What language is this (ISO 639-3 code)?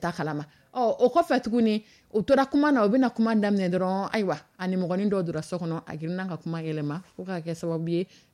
dyu